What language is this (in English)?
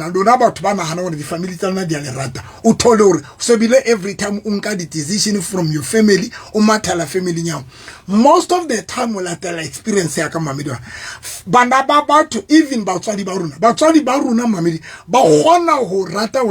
Southern Sotho